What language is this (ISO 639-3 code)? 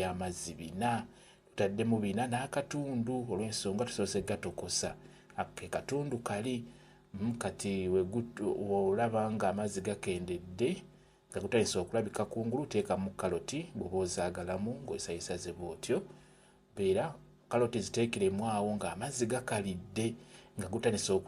lug